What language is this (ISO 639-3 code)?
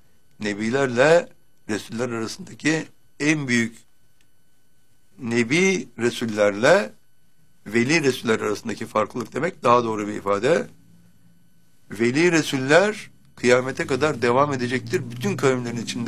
tur